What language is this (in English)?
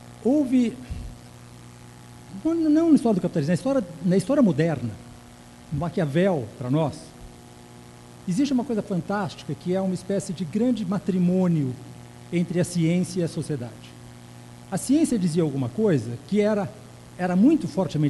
Portuguese